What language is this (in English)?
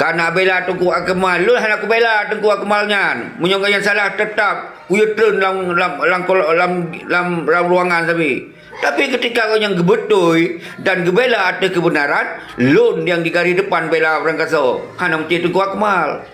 Achinese